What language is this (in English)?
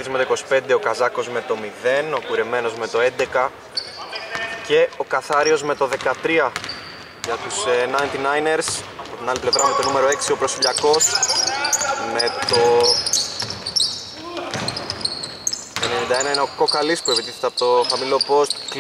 Greek